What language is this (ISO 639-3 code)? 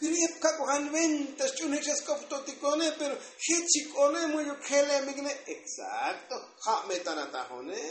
tzo